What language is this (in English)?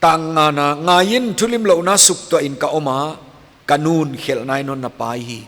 Paite Chin